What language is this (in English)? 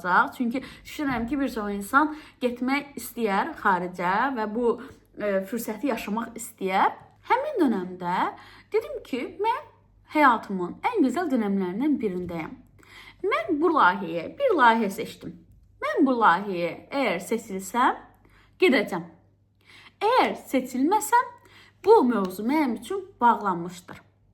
Azerbaijani